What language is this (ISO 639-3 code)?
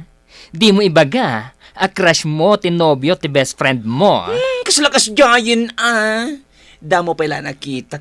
ilo